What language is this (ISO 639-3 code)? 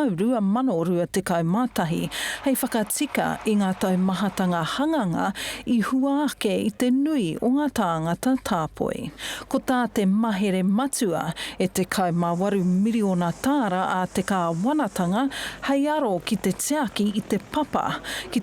mri